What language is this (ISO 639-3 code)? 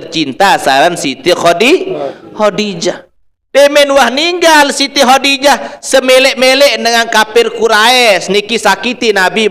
sas